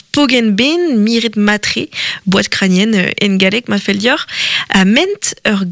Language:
Breton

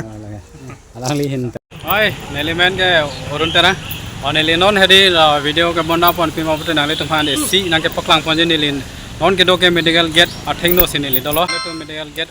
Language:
Karbi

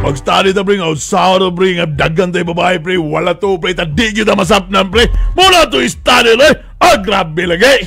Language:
Cebuano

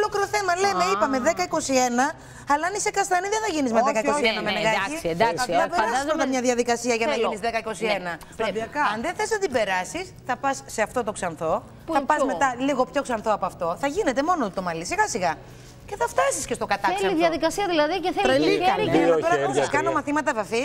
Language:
Greek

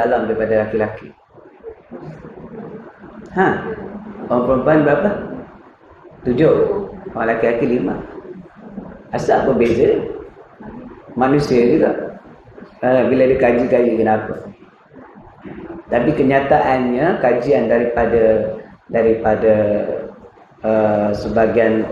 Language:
Malay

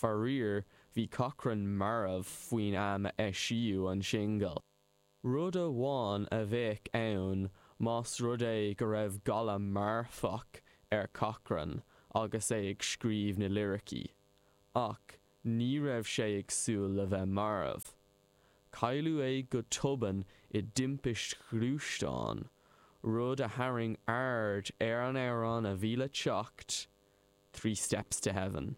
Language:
Irish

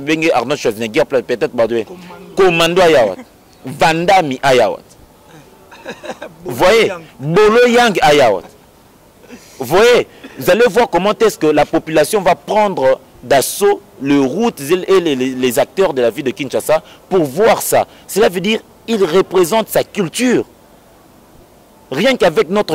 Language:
French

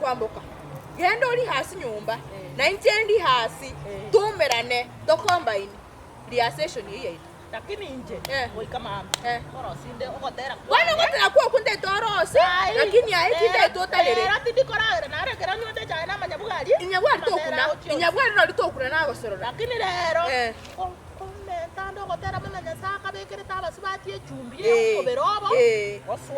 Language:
Gusii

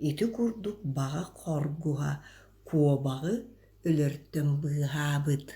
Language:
Yakut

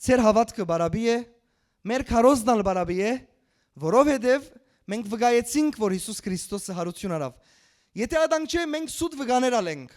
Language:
Western Armenian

